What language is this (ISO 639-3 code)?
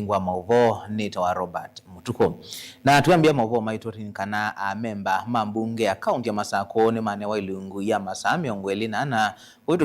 kam